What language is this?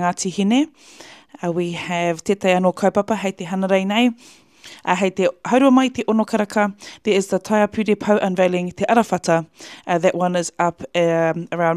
Māori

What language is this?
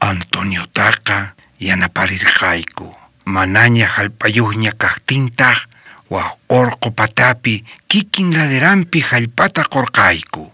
South Bolivian Quechua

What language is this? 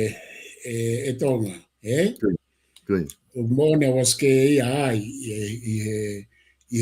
Tongan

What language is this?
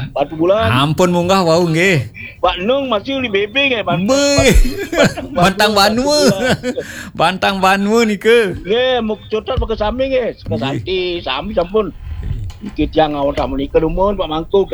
Balinese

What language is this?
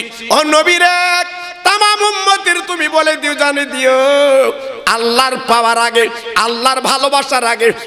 Bangla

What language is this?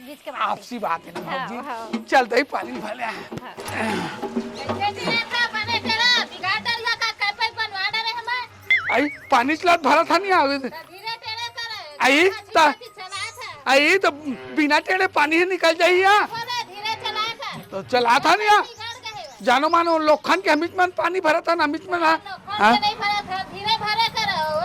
Chhattisgarhi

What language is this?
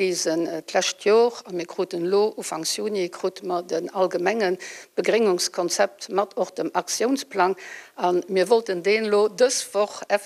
Luxembourgish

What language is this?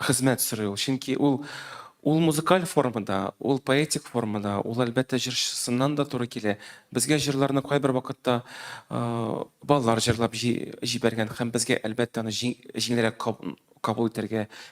Tatar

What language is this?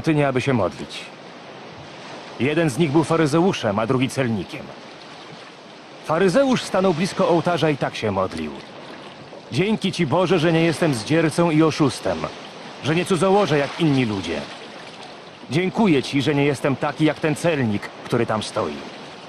Polish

